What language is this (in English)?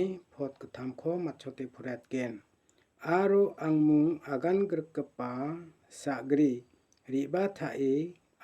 Garo